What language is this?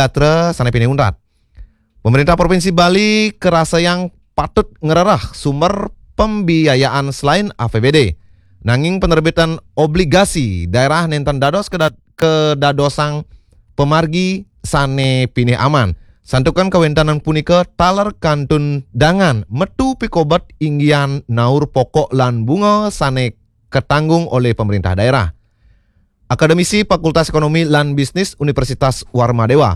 Balinese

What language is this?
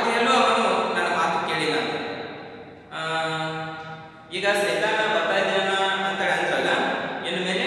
Kannada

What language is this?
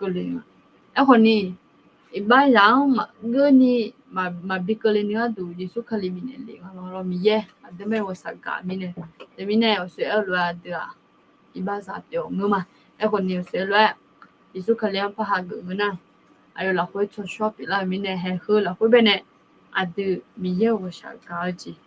Akha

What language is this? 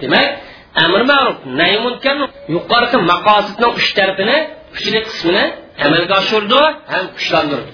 Uyghur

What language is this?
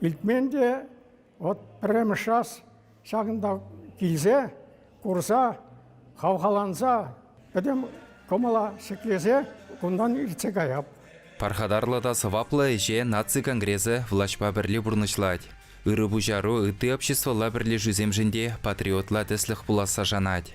Chuvash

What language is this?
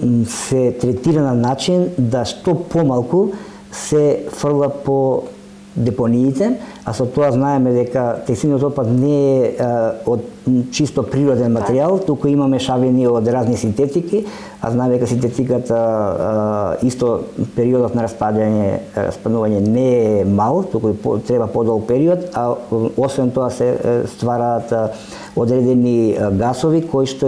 Macedonian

